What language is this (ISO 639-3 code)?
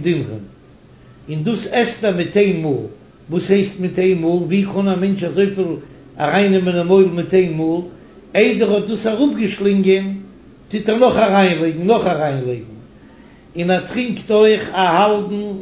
yid